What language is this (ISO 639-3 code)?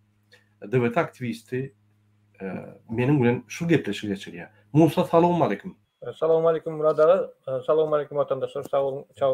tuk